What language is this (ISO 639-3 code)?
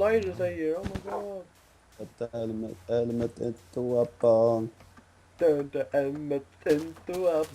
fao